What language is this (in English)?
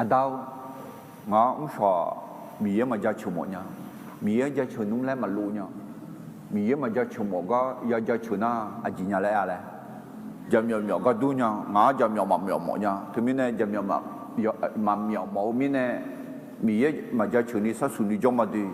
Akha